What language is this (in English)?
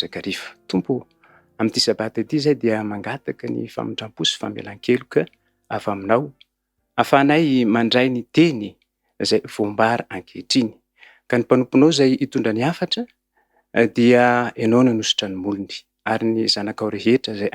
Malagasy